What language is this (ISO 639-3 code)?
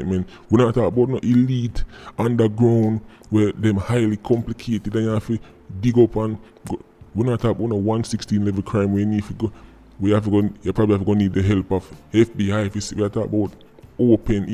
jam